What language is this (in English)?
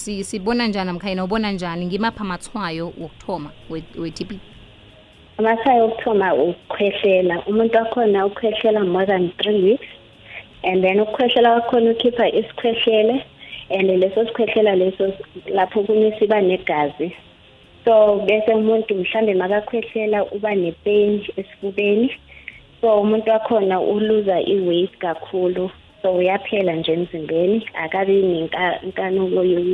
South Ndebele